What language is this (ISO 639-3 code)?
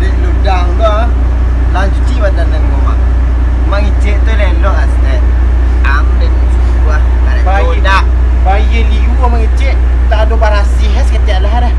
min